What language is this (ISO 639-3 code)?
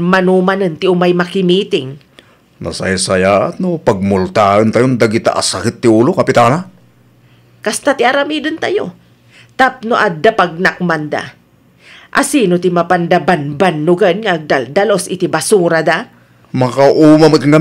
ilo